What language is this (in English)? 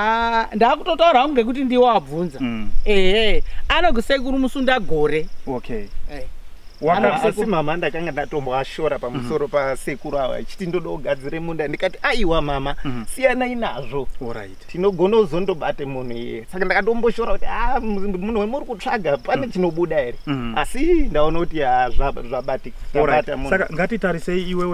Shona